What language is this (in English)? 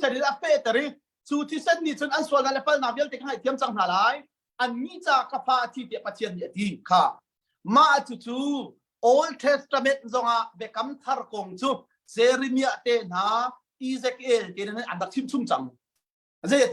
Hakha Chin